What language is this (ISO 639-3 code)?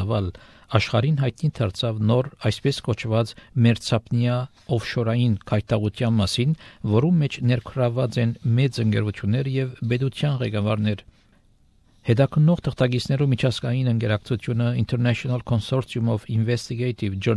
hye